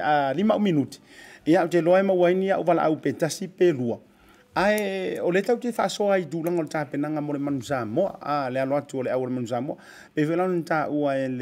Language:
Samoan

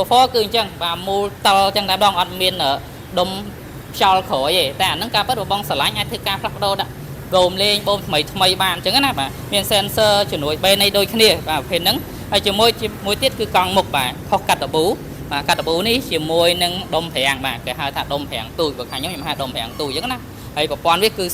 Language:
Khmer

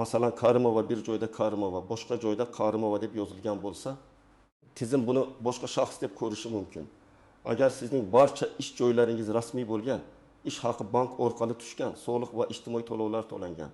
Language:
Uzbek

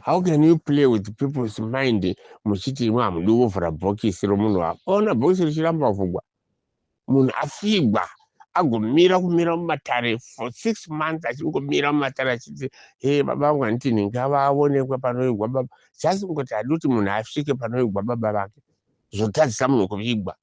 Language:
Shona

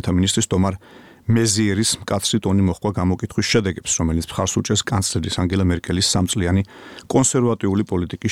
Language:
Georgian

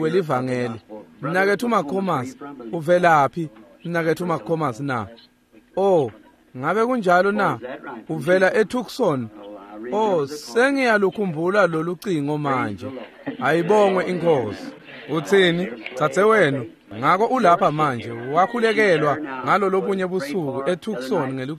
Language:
Swati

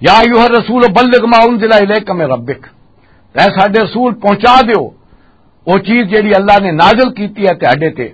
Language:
Western Panjabi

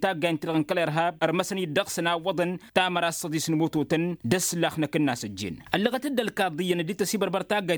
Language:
Tamasheq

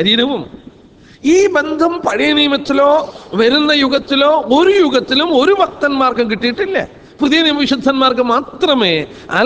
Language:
Malayalam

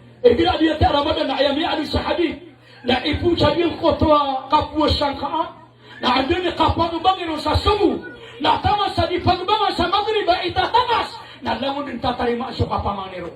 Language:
Maranao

